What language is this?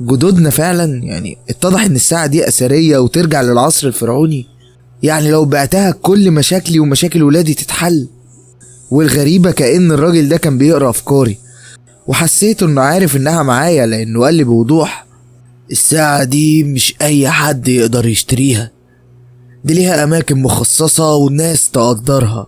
Egyptian Arabic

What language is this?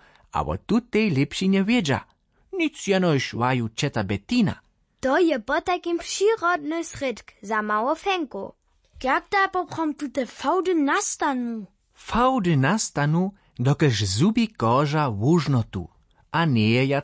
Upper Sorbian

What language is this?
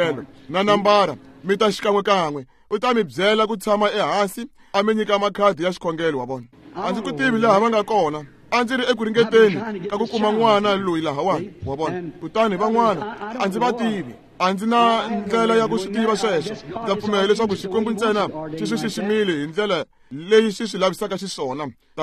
Tsonga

